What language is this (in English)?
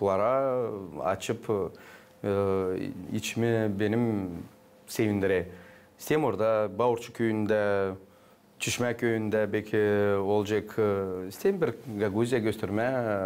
Gagauz